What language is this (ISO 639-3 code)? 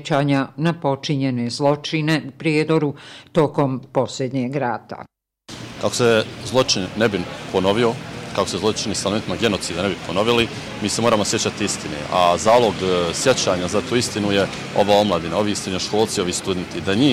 bos